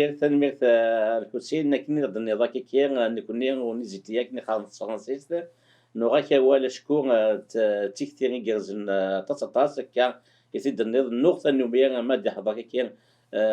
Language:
Kabyle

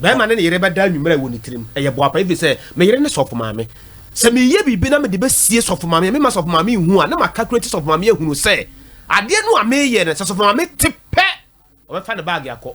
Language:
Akan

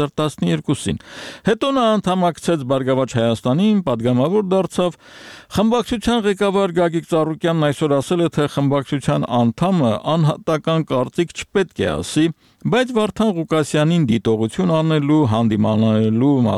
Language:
Armenian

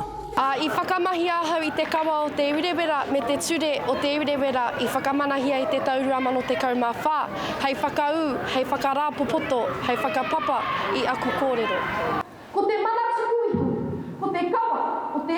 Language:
Māori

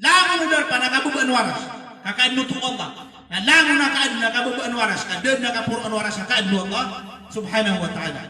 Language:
Maranao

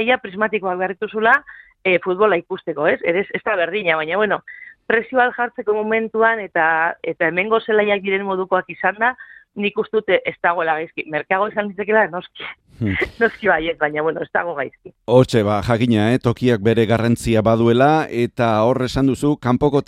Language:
Basque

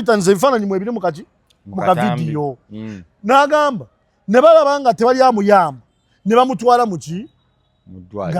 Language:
Ganda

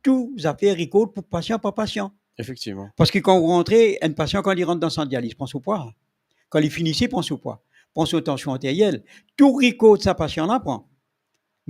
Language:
Morisyen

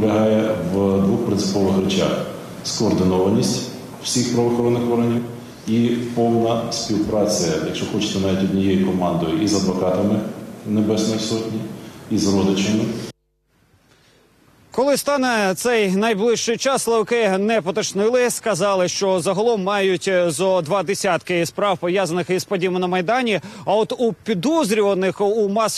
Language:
Ukrainian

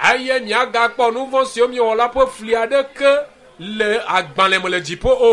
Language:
Ewe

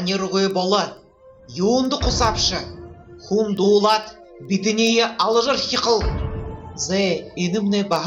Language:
Buriat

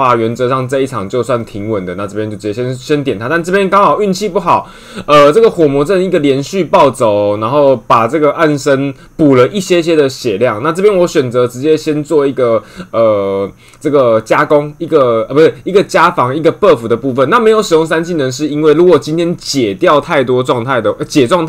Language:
Chinese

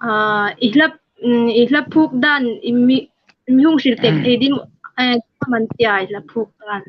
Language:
Hmar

